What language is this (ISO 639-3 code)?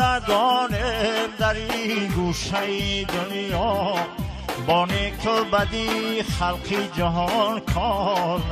fas